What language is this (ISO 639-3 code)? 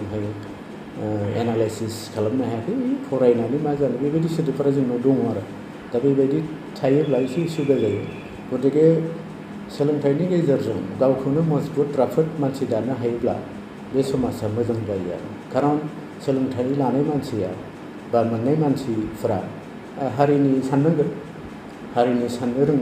brx